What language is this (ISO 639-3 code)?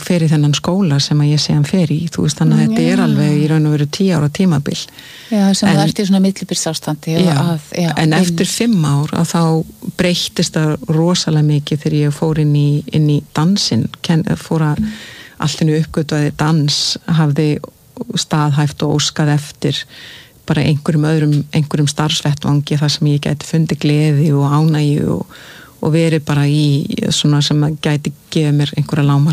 isl